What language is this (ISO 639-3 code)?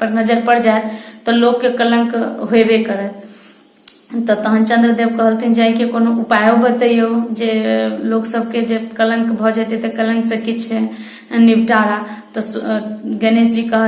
mai